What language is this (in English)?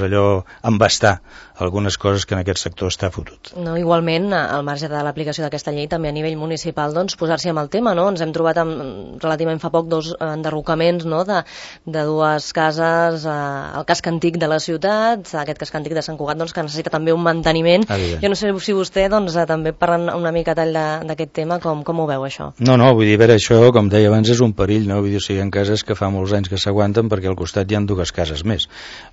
Catalan